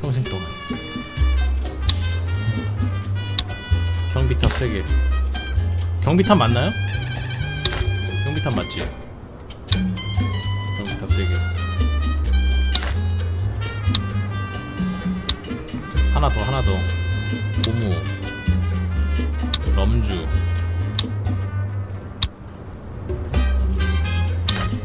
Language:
Korean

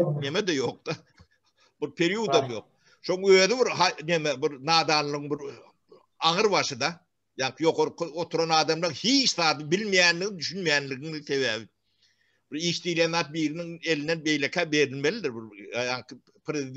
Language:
Turkmen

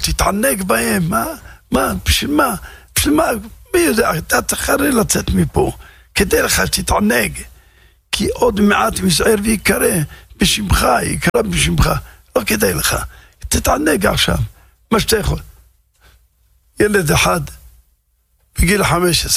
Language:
Hebrew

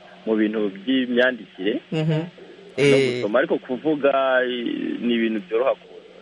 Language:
Kinyarwanda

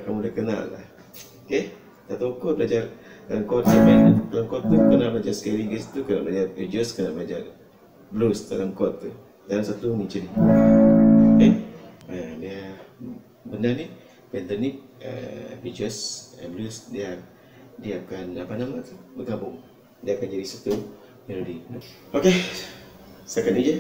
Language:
Malay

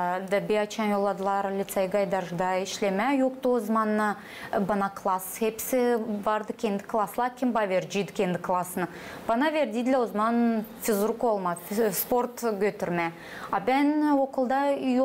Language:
Gagauz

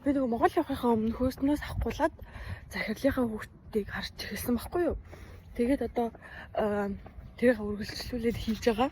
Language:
Mongolian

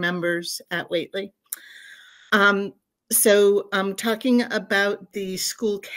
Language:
English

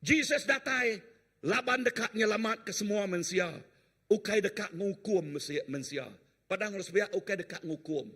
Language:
Iban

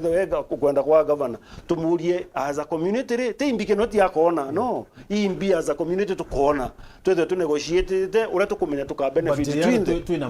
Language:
Meru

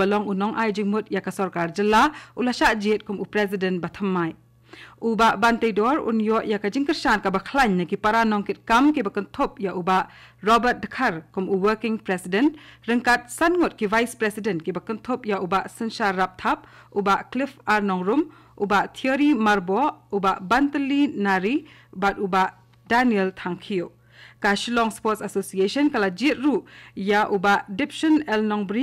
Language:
Khasi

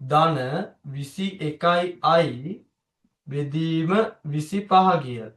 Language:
Sinhala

